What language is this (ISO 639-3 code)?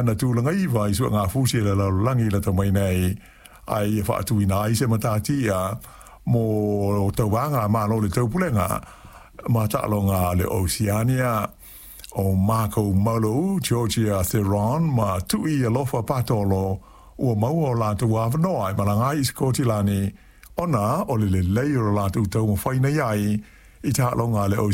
smo